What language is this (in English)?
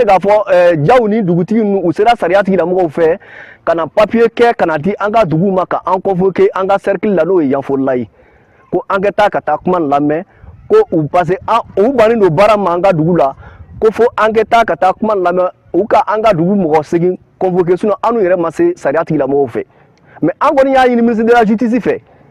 Bambara